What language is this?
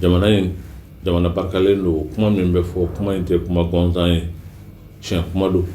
Bambara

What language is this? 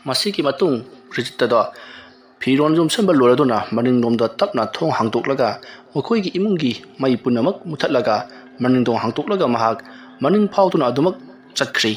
Manipuri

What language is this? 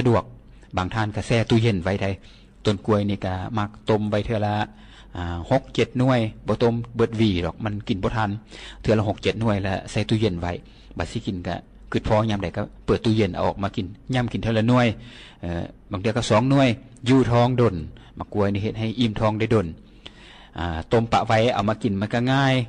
Lao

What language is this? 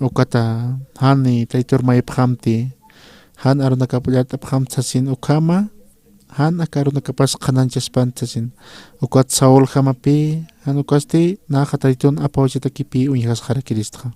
Aymara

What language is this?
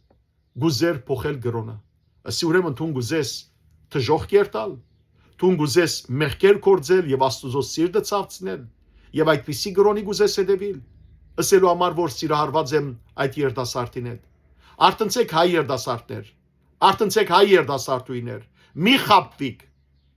Western Armenian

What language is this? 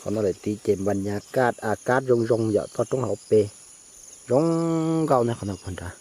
Hmong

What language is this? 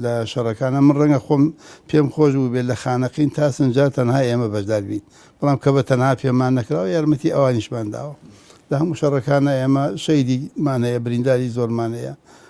Central Kurdish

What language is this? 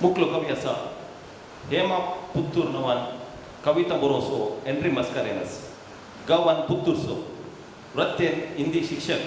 Konkani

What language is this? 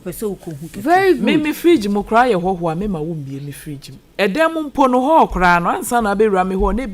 Akan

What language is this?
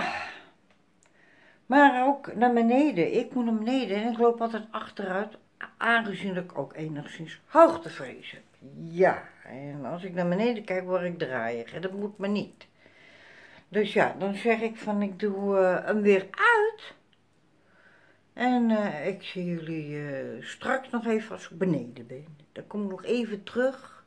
Dutch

